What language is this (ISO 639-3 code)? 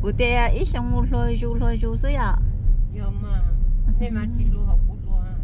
hmn